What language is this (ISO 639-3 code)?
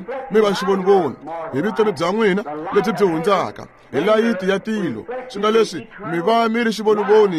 tso